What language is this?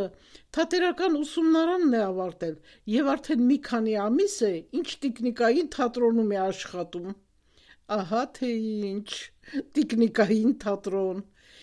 Armenian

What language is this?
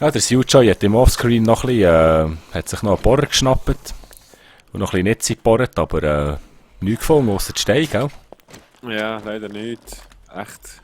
Swiss German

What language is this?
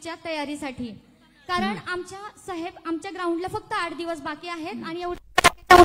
Marathi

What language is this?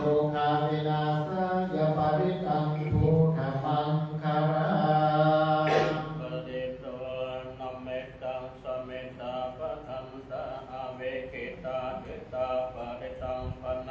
Pali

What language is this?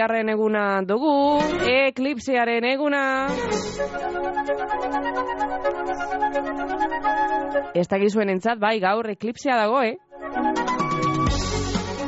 Basque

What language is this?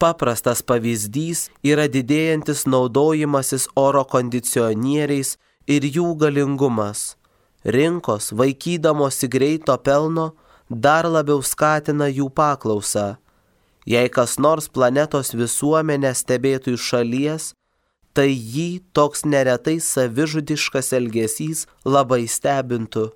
Lithuanian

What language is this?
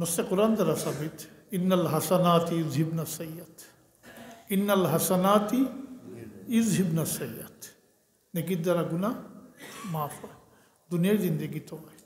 Sylheti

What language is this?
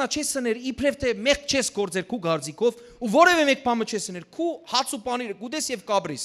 Western Armenian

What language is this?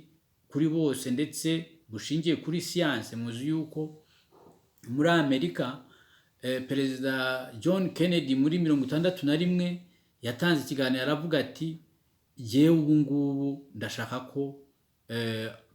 Kinyarwanda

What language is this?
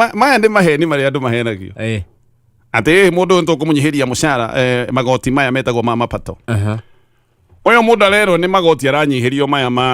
Kikuyu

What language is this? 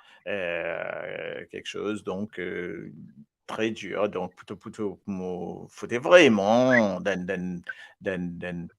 Morisyen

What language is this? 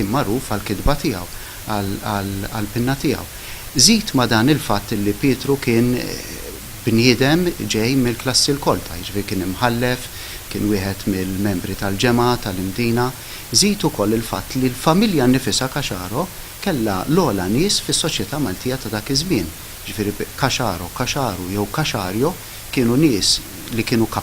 Maltese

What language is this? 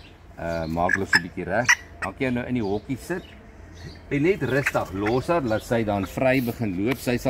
Afrikaans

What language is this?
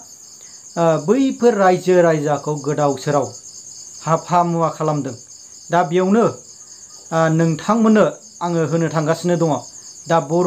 Bodo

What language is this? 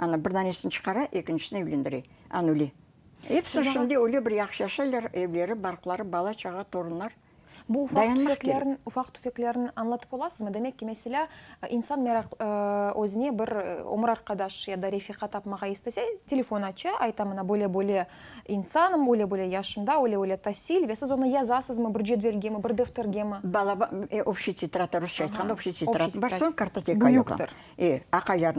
Crimean Tatar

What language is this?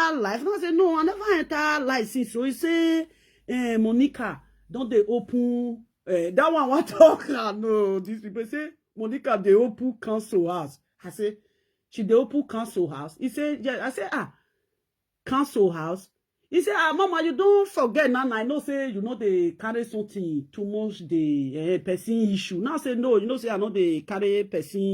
Nigerian Pidgin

